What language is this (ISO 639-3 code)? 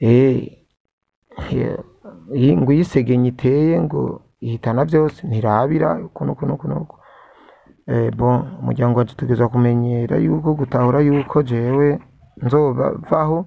run